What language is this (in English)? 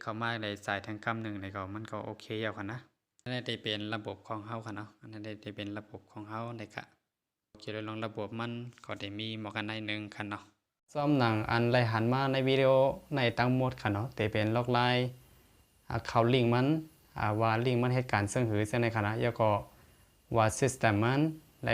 Shan